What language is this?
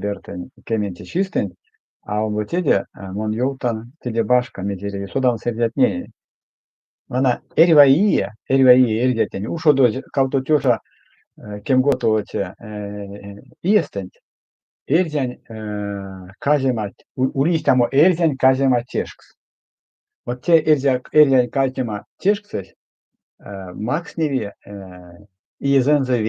Erzya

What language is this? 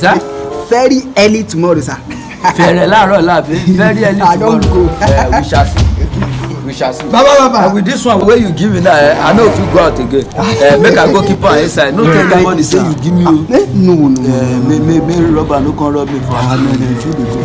Nigerian Pidgin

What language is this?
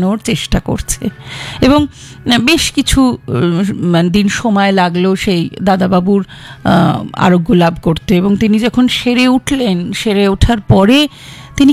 Bangla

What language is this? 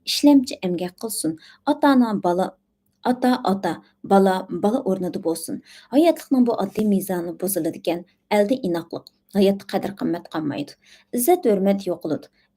Uyghur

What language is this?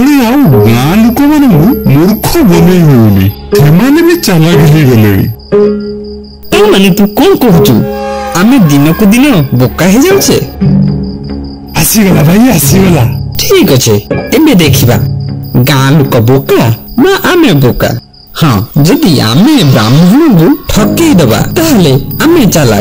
Odia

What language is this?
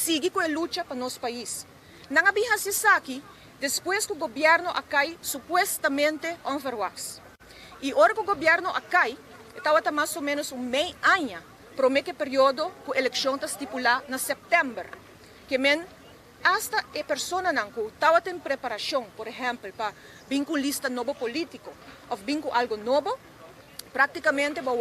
Papiamento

